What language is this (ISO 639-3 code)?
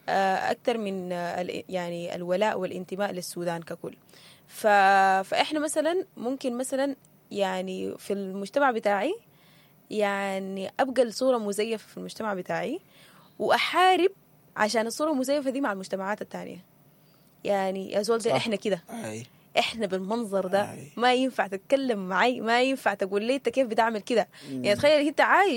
apd